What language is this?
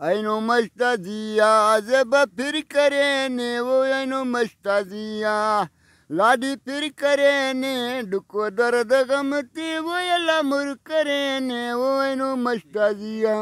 Brahui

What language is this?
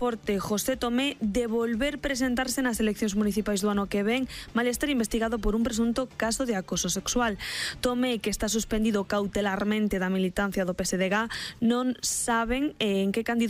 Galician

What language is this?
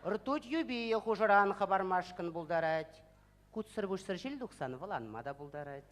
Chuvash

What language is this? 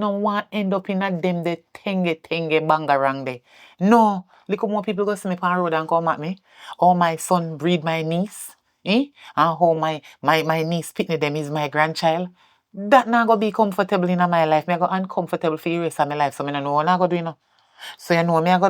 Jamaican Creole English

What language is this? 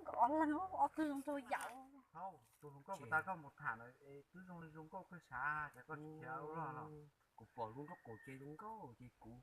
Hmong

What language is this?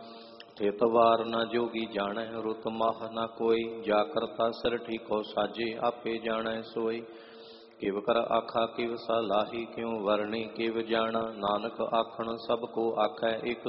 Punjabi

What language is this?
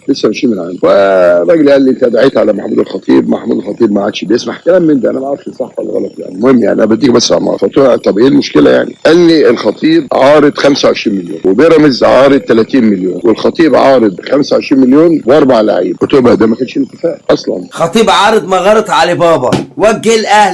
Egyptian Arabic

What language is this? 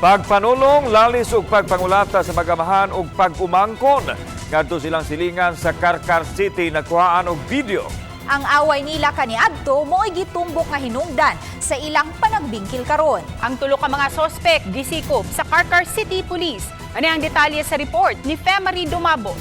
Cebuano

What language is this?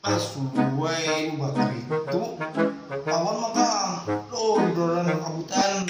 Banjar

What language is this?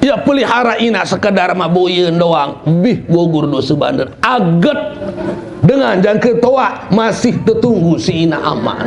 Sasak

